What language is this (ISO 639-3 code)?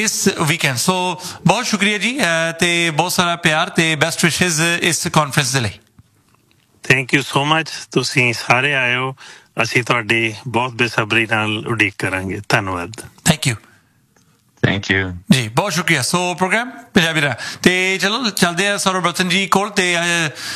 pan